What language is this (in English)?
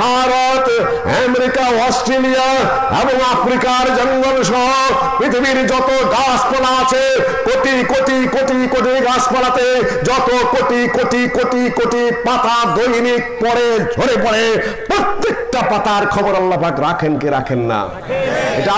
Bangla